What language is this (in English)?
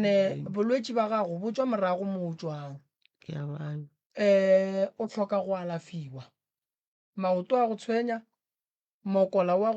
Northern Sotho